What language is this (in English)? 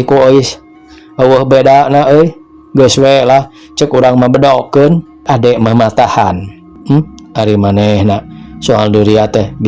Sundanese